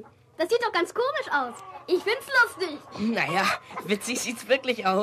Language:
German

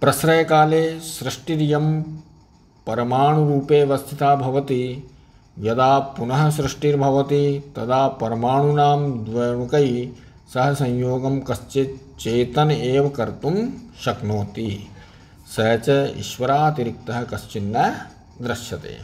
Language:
Sanskrit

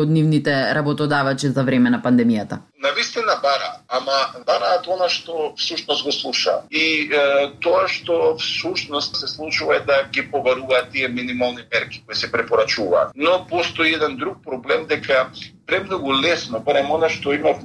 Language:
Macedonian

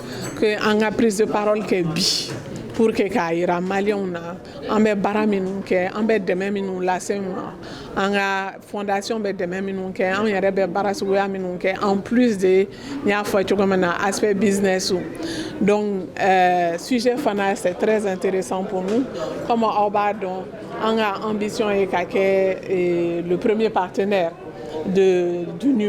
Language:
Bambara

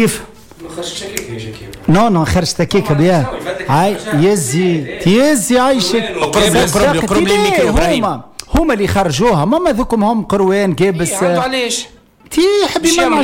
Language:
Tunisian Arabic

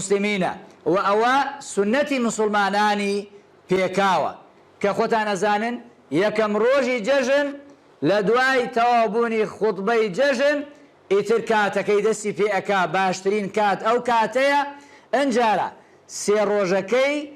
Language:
Central Kurdish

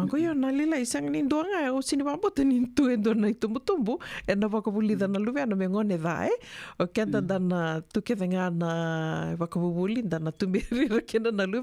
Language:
Fijian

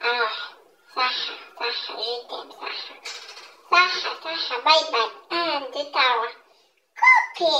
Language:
Kabyle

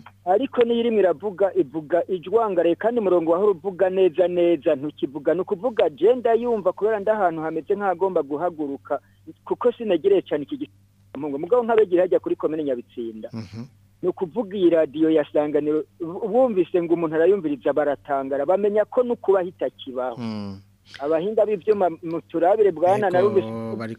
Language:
Rundi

